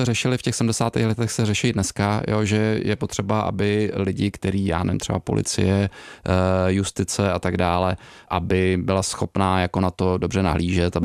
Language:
Czech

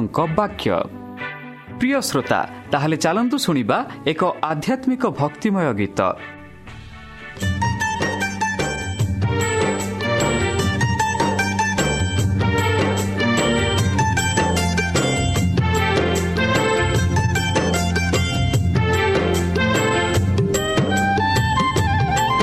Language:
Odia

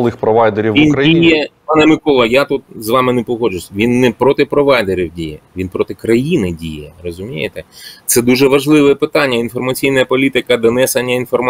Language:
Ukrainian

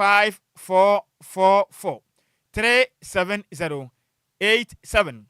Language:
Akan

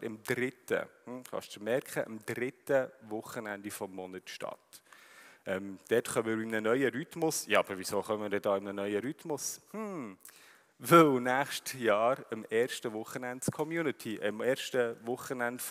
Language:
Swiss German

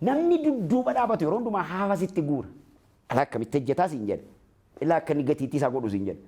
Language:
Oromo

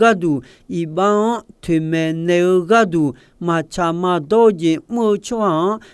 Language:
Akha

